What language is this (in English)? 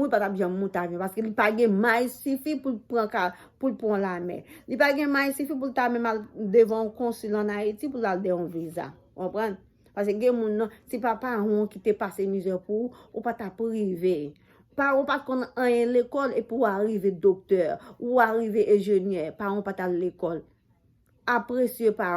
Haitian Creole